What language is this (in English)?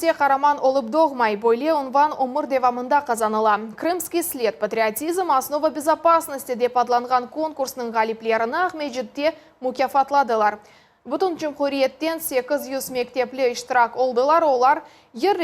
Crimean Tatar